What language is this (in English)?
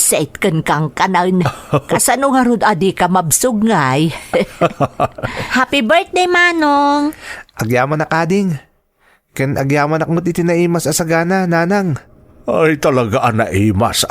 Iloko